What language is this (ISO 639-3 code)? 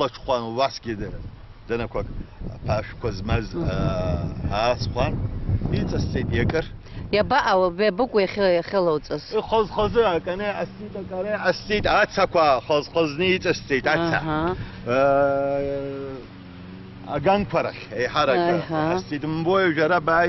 abk